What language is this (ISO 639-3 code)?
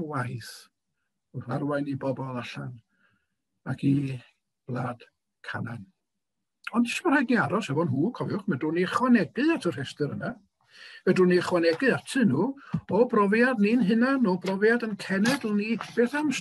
cym